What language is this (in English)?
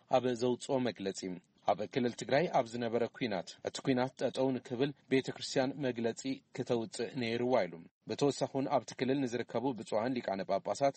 Tigrinya